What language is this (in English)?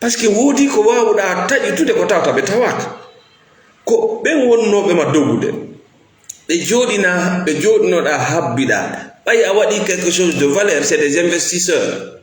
Fula